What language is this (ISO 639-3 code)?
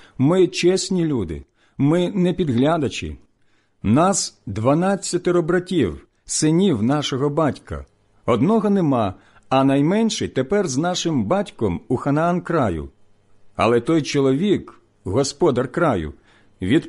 ukr